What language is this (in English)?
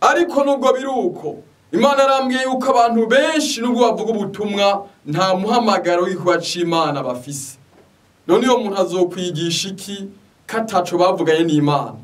Rundi